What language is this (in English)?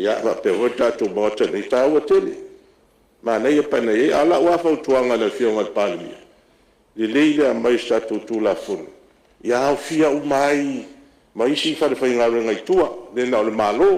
Samoan